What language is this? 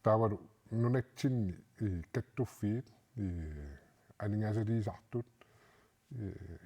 Kalaallisut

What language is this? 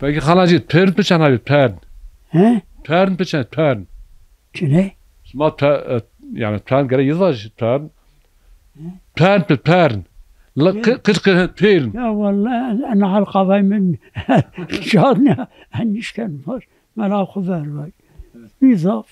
Zaza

